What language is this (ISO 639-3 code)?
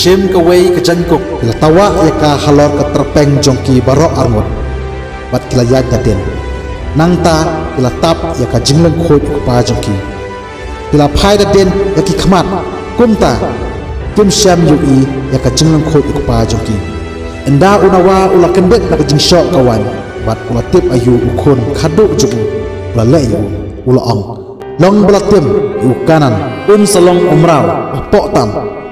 kha